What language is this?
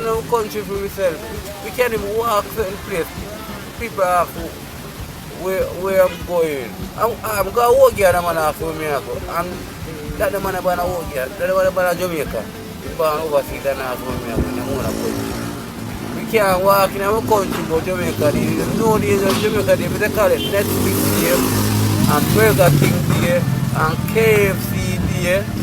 Jamaican Creole English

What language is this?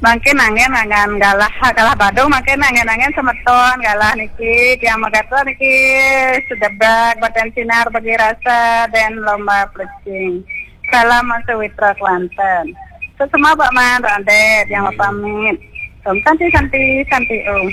Balinese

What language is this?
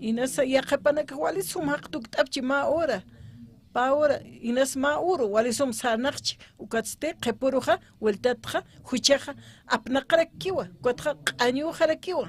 Aymara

